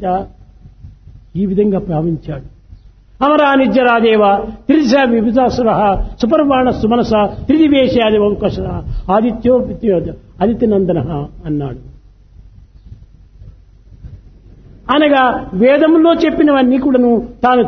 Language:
Telugu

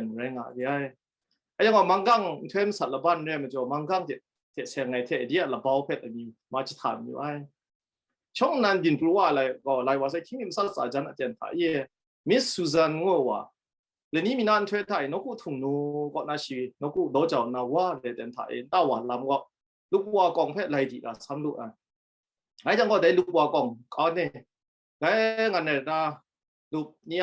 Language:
Kachin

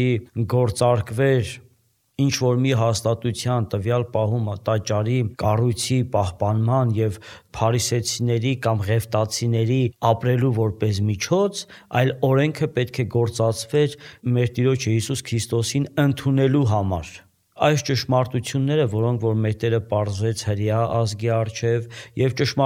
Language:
Armenian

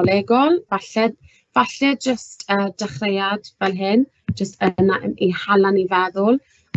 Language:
Welsh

